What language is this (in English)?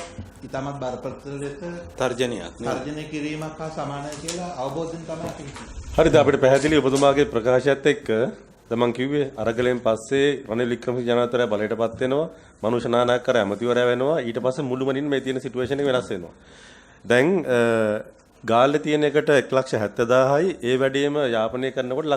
Sinhala